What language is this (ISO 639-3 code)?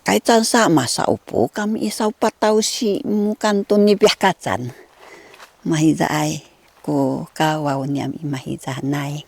szy